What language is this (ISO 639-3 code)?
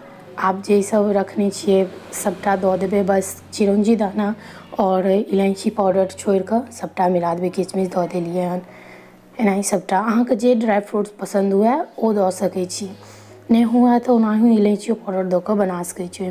mai